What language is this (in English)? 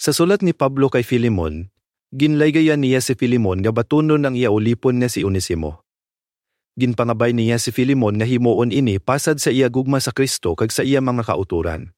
Hiligaynon